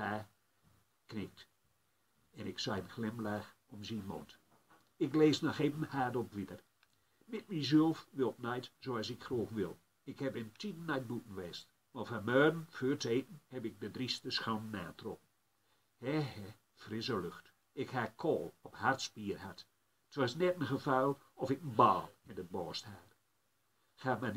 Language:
Gronings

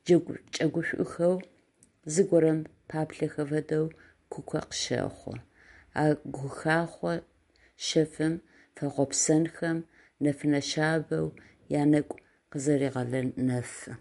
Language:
Adyghe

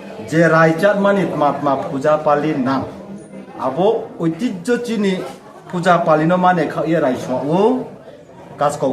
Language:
Riang (India)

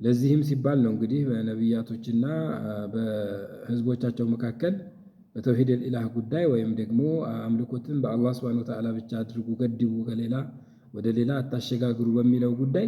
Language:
Amharic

